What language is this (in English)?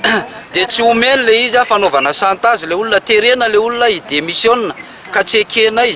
Malagasy